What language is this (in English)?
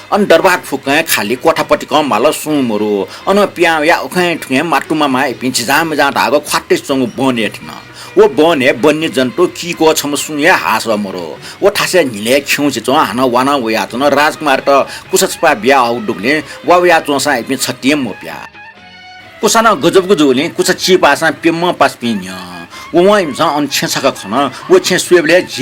Newari